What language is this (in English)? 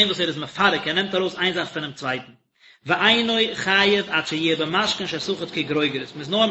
Yiddish